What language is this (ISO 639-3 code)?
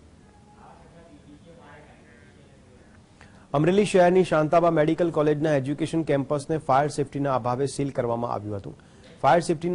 guj